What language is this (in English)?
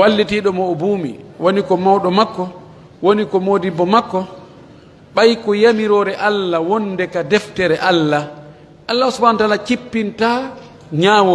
Fula